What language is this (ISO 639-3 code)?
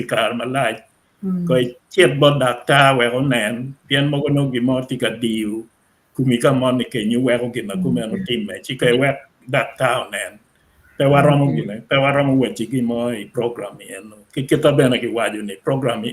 ach